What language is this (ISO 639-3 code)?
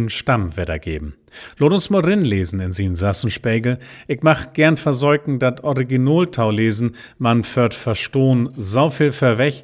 nds